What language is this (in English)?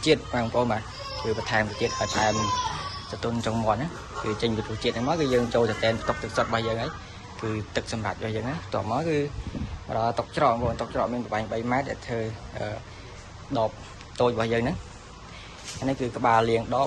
Khmer